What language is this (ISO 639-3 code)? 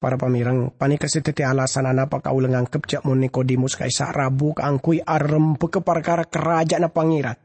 mad